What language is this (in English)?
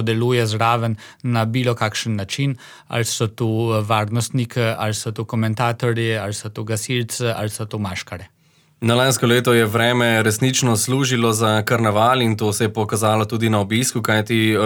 Slovenian